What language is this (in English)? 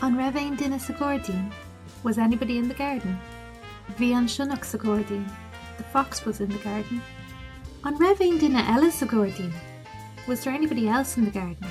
Irish